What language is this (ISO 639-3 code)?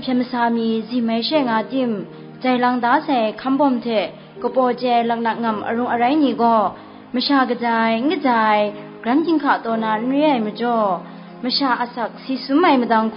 kac